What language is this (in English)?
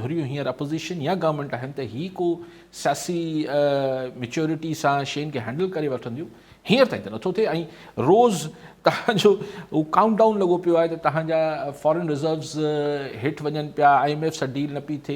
Sindhi